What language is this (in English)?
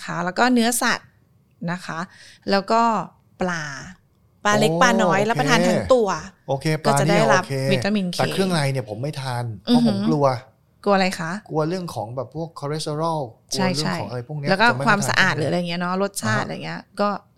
Thai